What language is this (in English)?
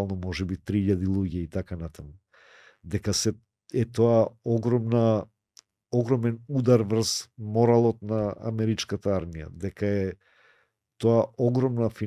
Macedonian